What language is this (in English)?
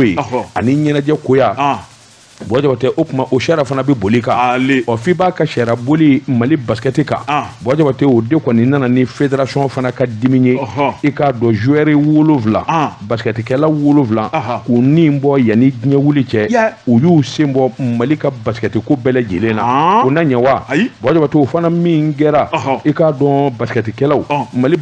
Bambara